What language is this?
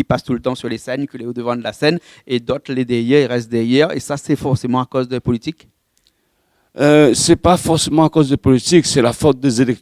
Réunion Creole French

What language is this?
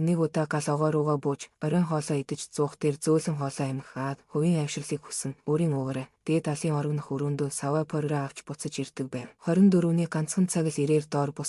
Mongolian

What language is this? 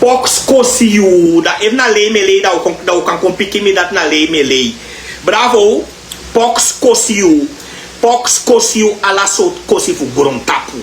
Sranan Tongo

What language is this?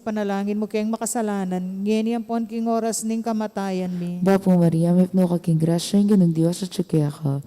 Pampanga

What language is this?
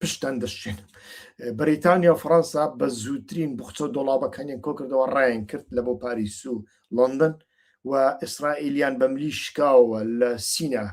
Central Kurdish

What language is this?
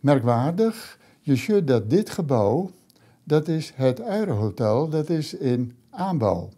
Western Frisian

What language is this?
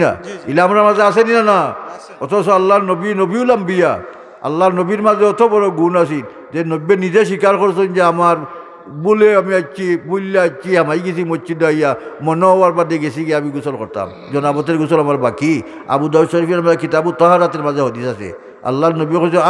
Sylheti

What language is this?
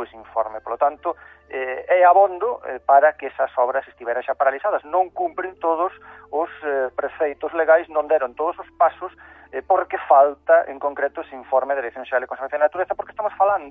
Galician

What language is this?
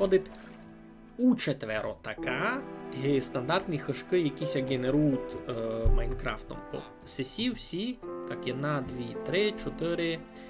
Rusyn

